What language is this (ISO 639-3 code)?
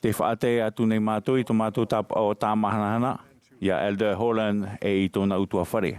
tah